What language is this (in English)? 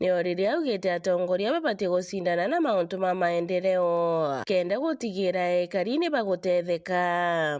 Meru